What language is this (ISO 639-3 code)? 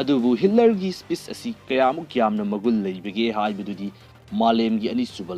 mni